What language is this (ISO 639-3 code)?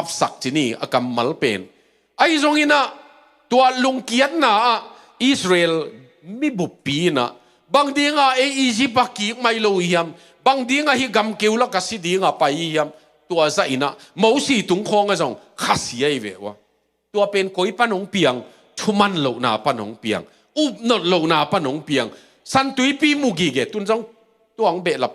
ctd